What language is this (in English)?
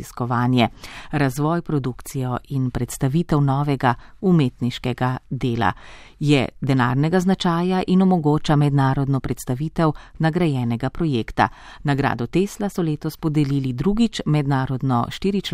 Slovenian